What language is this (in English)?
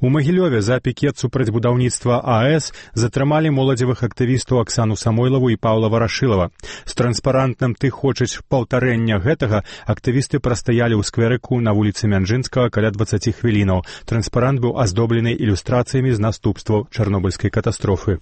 Belarusian